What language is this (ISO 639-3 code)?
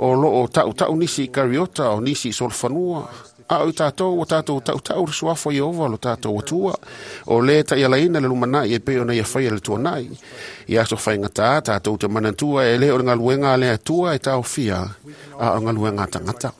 smo